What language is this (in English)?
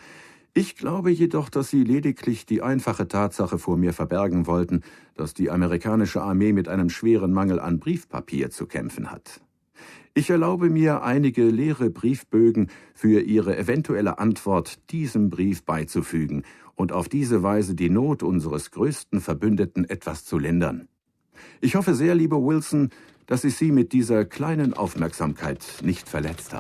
Bavarian